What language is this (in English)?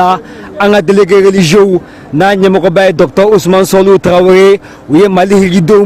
Bambara